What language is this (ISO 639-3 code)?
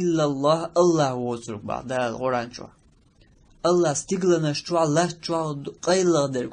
che